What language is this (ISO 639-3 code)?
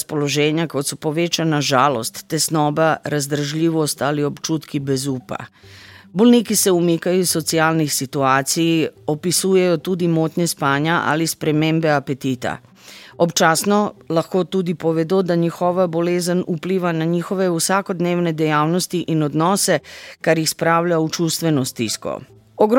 slv